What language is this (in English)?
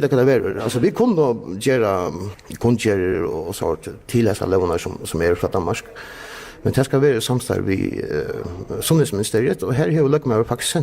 Faroese